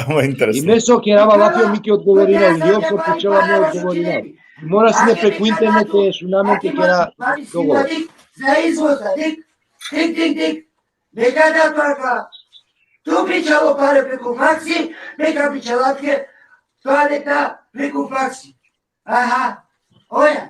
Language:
Balkan Romani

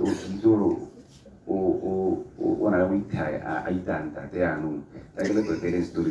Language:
Tswana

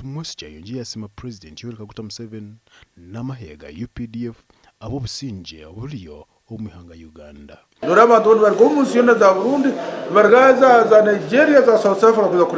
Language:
Nyankole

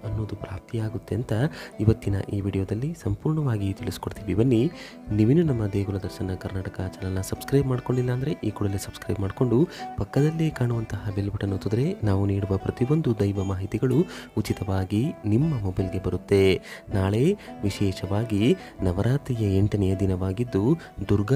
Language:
Kannada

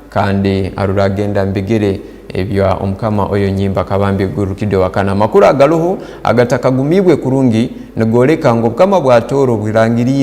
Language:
Tooro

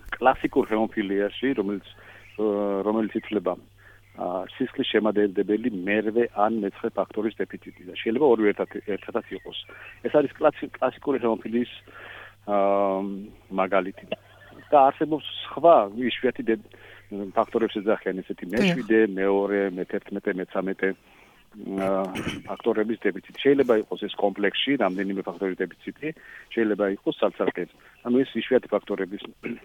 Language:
Georgian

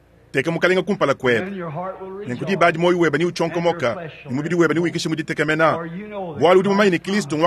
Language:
Luba-Lulua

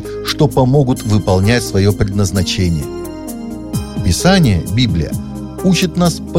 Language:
Russian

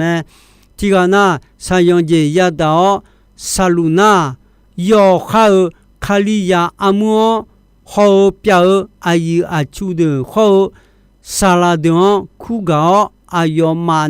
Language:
Akha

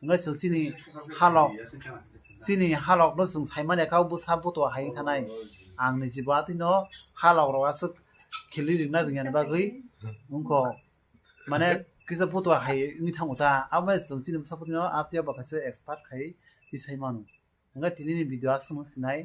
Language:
Kok Borok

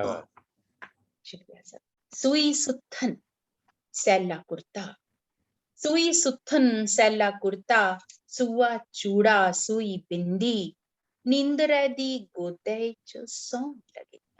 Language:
Dogri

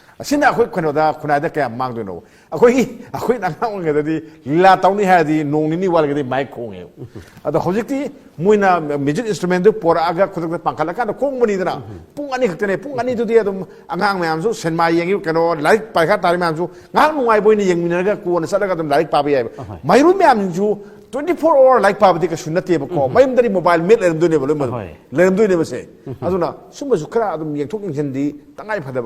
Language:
Manipuri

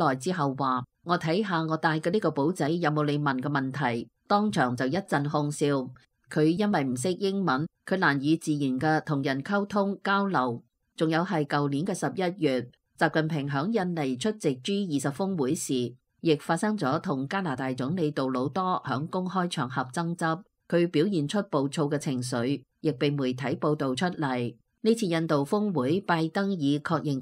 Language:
Cantonese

